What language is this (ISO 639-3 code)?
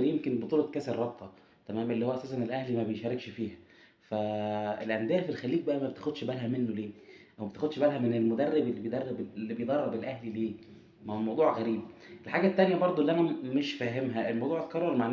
arz